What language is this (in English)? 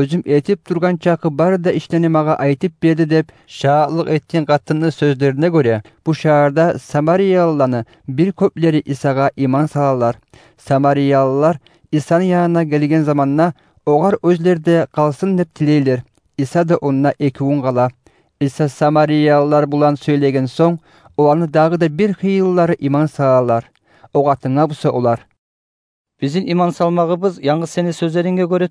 Kumyk